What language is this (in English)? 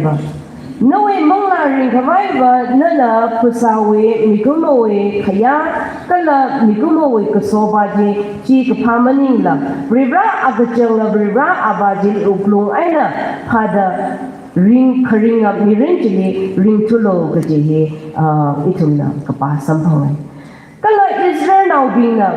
Tangkhul Naga (India)